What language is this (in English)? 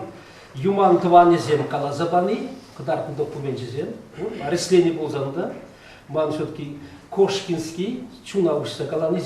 Chuvash